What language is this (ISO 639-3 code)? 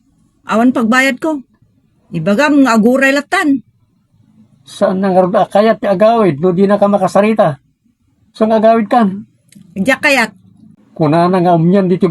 ilo